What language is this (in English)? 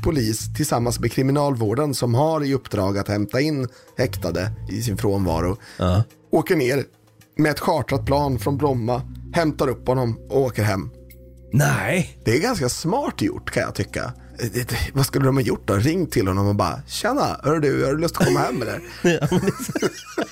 Swedish